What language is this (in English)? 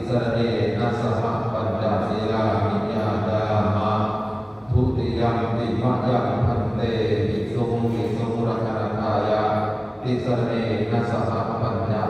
Pali